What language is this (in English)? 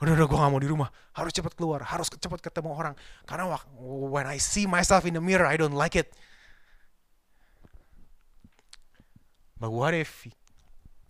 Indonesian